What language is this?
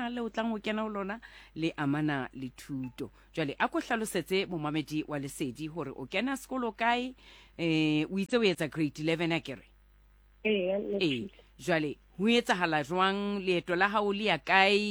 Southern Sotho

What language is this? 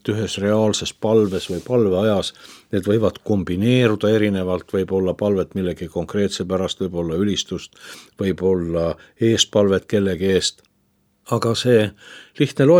Estonian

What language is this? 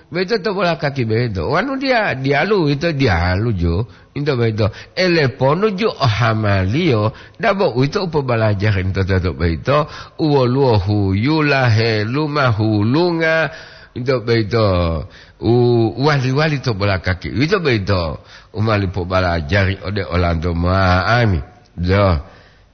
Gorontalo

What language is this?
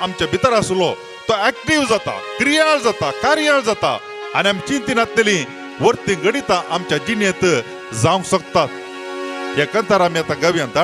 Konkani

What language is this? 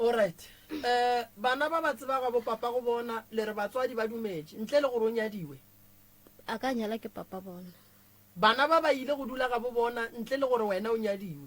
Northern Sotho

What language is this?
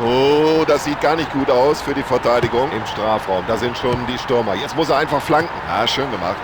Bavarian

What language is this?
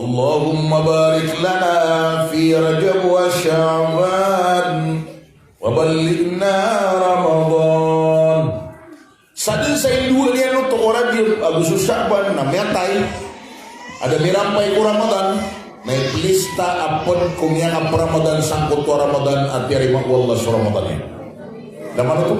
Maranao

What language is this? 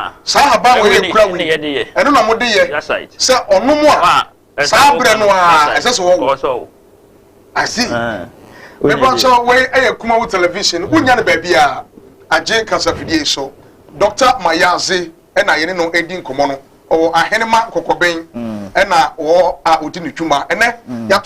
Akan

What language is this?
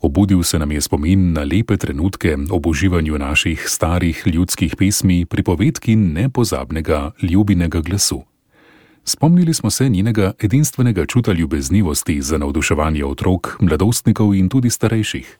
Slovenian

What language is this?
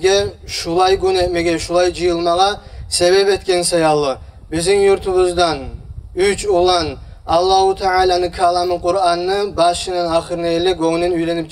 Kumyk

